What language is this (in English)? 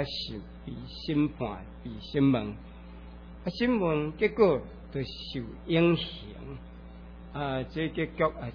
Chinese